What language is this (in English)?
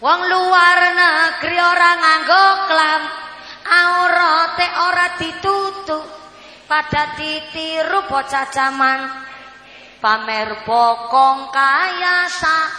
Javanese